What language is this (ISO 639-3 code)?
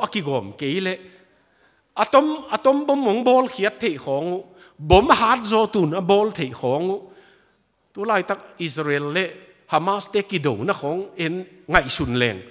ctd